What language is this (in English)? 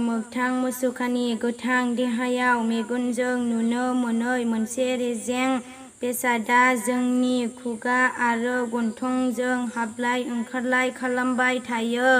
Bodo